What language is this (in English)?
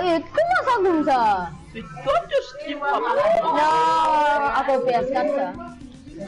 Morisyen